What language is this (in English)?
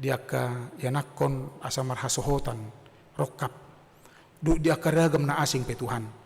Batak Toba